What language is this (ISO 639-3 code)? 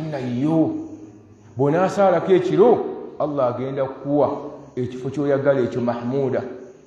lug